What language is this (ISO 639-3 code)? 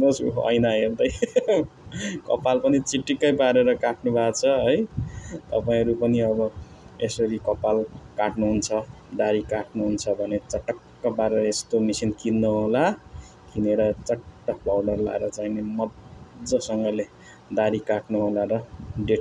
nep